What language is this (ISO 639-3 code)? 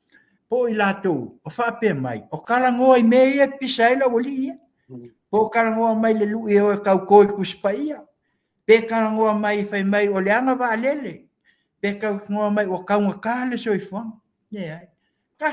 smo